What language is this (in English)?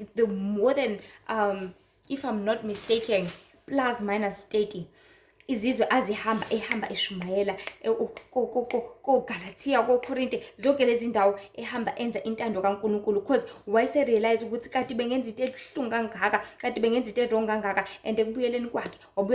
Zulu